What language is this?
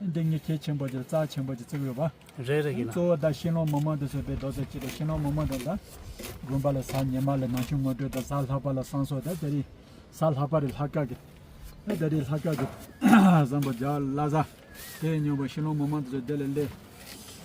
Tibetan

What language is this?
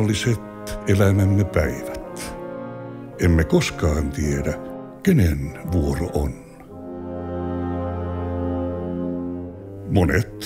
Finnish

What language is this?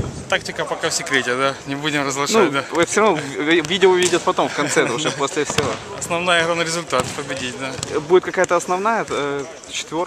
Russian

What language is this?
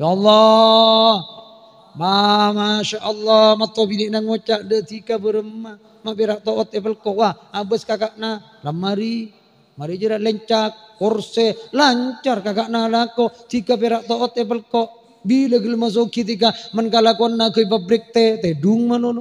Madurese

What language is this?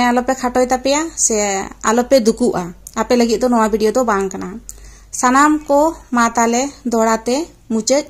Santali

